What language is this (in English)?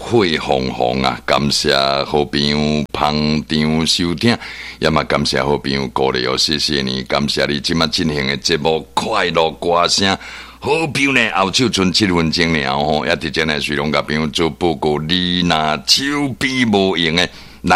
Min Nan Chinese